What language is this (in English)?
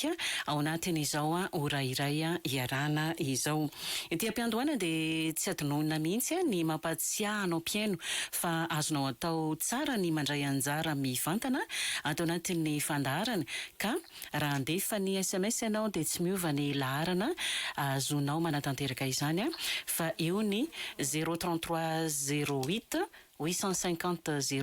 Malagasy